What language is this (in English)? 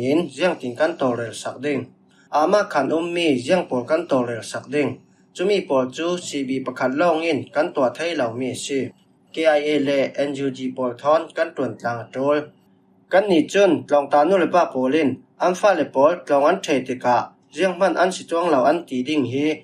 Falam Chin